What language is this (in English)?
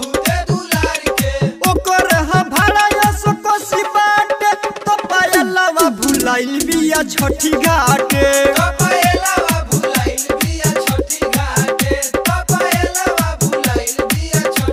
Bhojpuri